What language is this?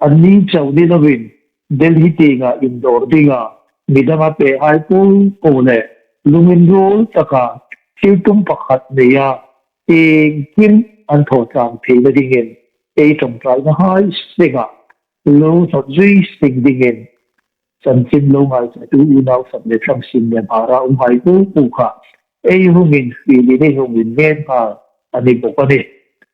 Hmar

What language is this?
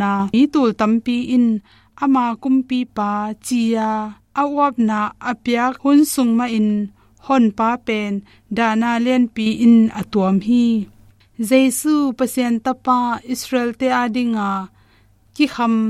Tedim Chin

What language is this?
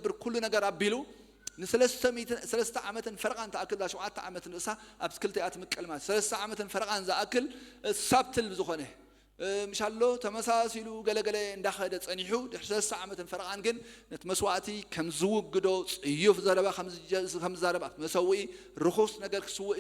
Tigrinya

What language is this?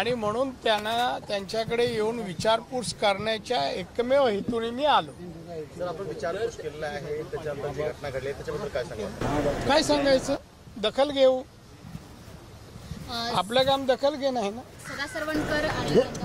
Marathi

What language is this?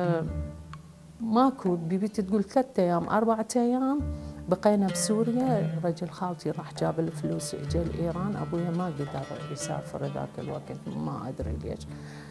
Mesopotamian Arabic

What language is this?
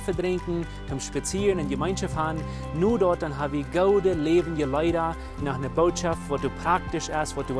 Plautdietsch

